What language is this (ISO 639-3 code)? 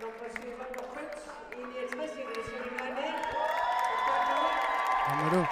kal